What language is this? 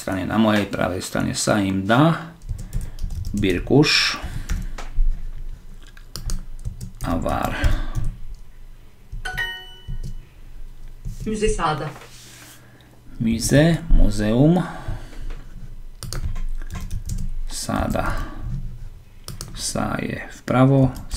Slovak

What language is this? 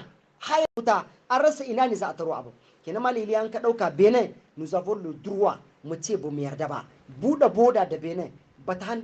Hausa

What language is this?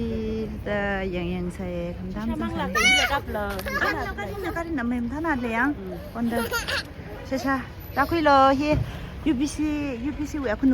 Tangkhul Naga (India)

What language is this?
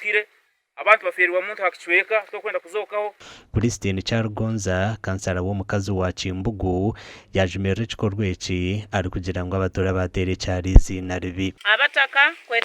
Nyankole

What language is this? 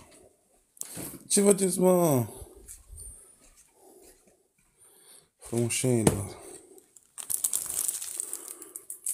Romanian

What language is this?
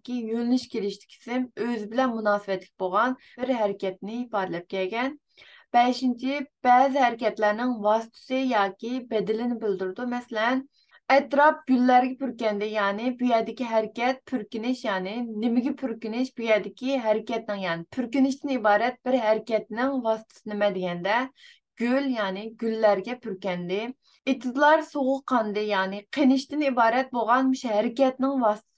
Uyghur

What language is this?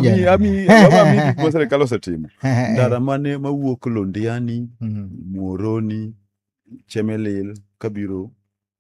Luo (Kenya and Tanzania)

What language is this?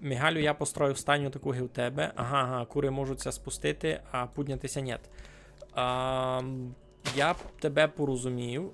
Rusyn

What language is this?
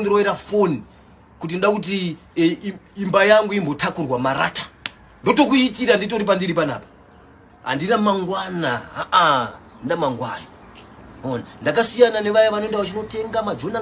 Shona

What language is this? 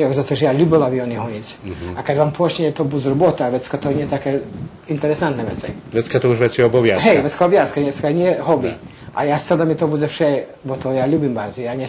Rusyn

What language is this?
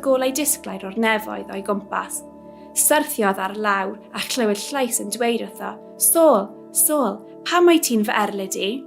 Welsh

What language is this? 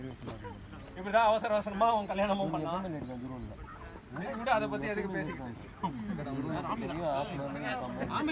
Tamil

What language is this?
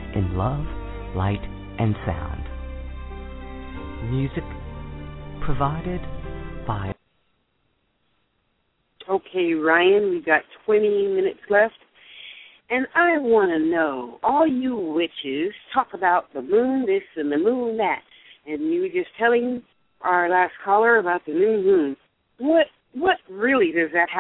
English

